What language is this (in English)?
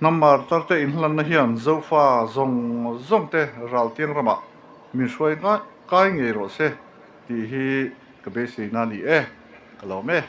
Mizo